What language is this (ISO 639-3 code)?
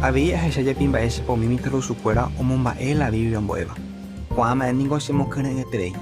grn